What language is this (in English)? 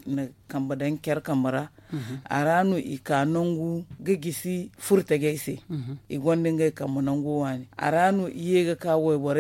Zarma